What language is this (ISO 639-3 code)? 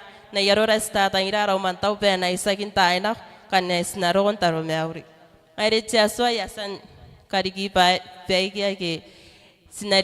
gil